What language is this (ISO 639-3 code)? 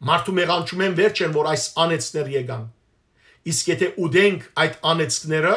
hyw